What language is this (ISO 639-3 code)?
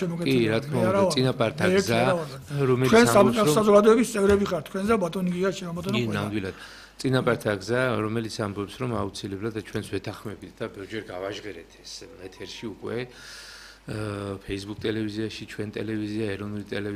kat